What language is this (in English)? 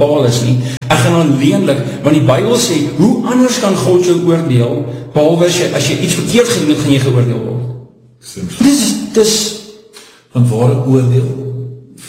Afrikaans